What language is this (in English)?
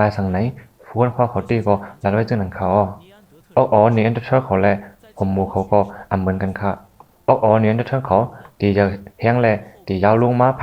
Shan